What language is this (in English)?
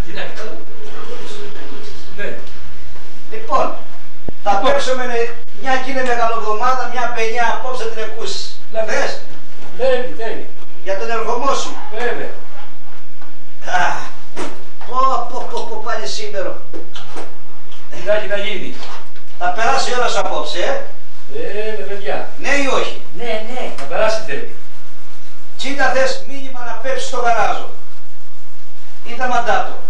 Greek